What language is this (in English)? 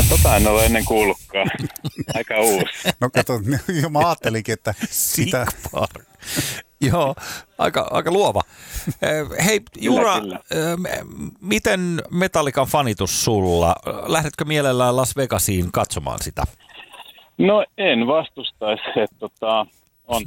Finnish